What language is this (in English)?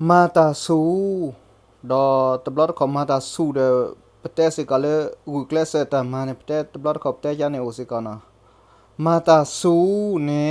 S'gaw Karen